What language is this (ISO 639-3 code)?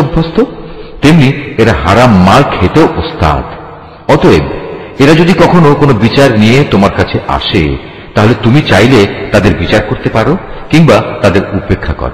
ben